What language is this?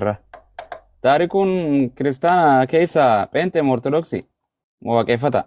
Oromo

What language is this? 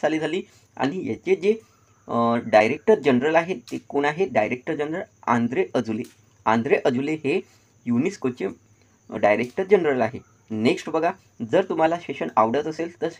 Marathi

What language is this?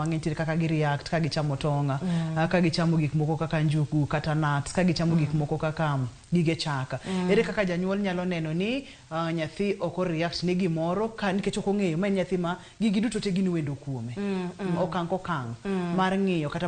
Luo (Kenya and Tanzania)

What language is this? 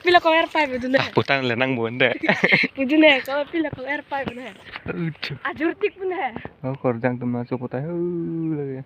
Karbi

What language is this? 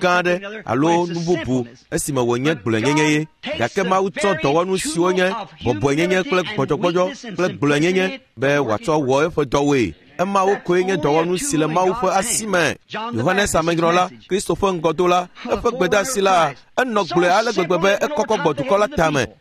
Ewe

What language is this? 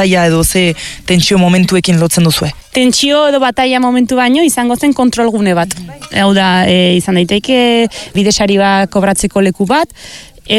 Basque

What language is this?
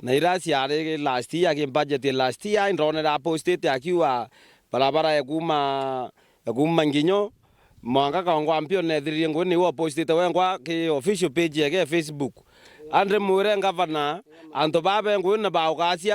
Meru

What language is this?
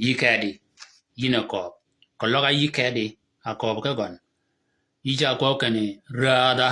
Shilluk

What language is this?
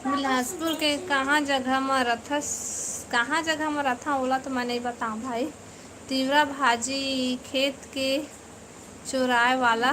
Chhattisgarhi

